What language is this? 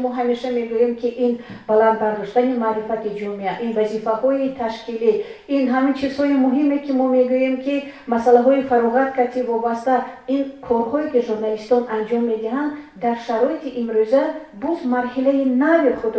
Tajik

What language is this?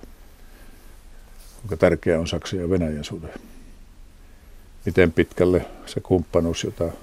Finnish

